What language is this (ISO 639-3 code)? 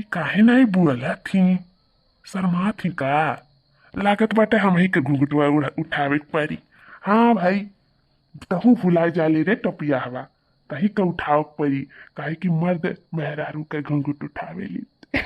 awa